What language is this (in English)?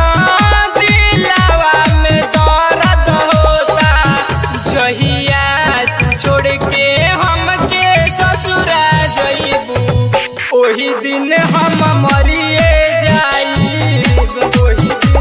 Bhojpuri